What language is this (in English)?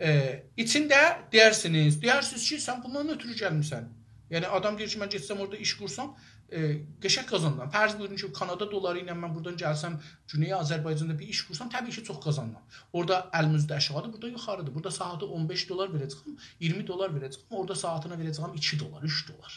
South Azerbaijani